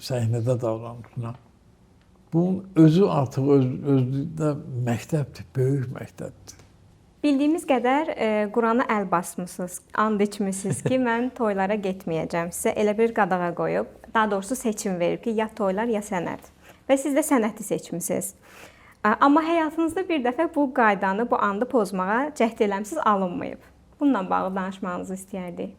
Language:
Azerbaijani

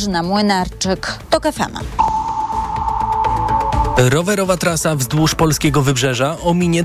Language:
Polish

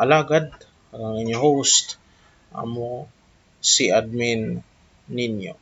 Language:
Hiligaynon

